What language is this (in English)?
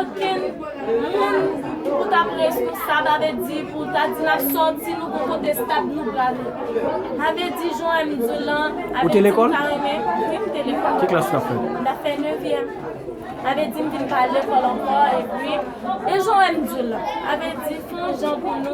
Haitian Creole